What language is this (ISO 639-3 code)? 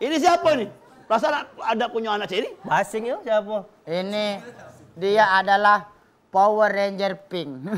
mui